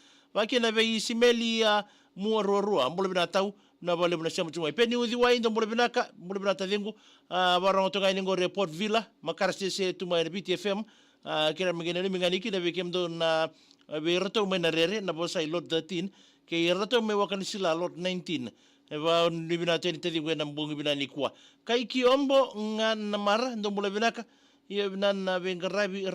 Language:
Fijian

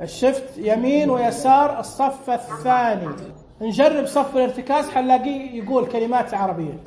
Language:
Najdi Arabic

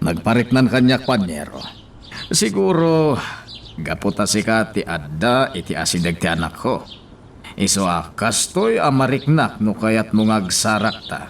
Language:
Iloko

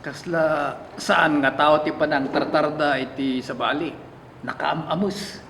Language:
Iloko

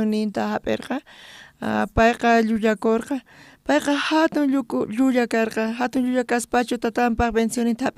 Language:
South Bolivian Quechua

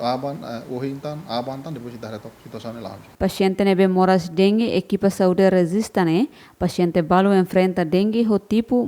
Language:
Tetum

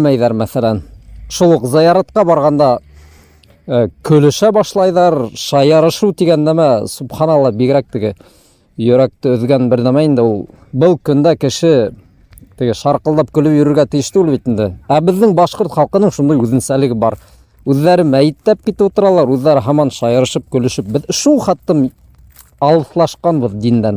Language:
Bashkir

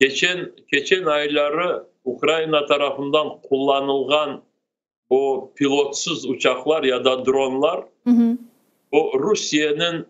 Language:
Crimean Tatar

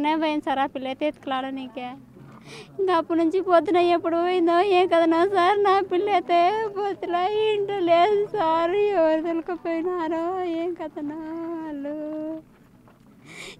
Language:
Telugu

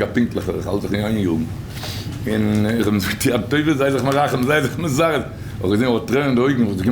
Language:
Yiddish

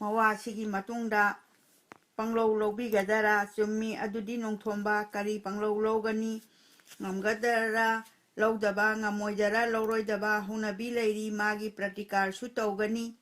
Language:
Manipuri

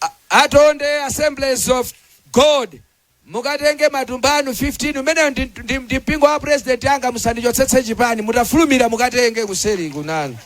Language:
Nyanja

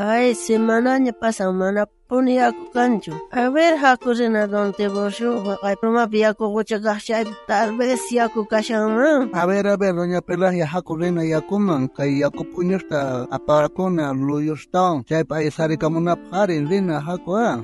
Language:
South Bolivian Quechua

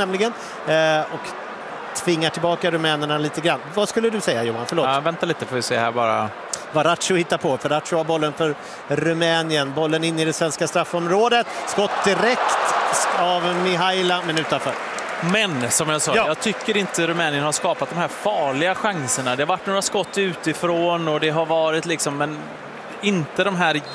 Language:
Swedish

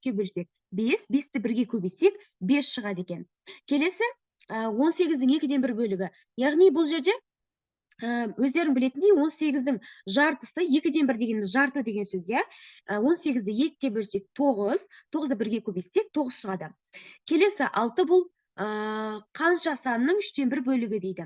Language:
Kazakh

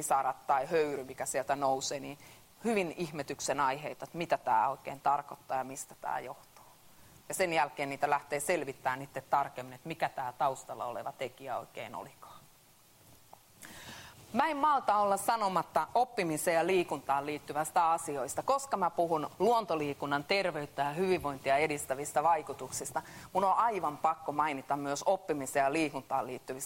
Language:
Finnish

